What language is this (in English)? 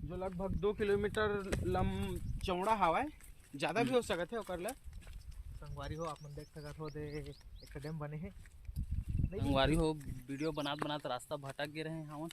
Chhattisgarhi